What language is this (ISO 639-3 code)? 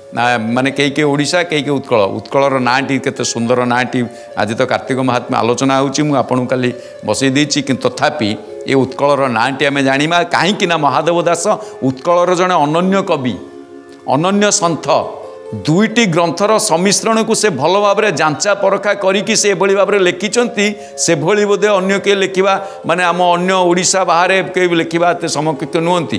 ori